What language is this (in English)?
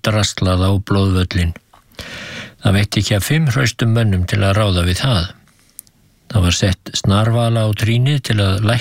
Icelandic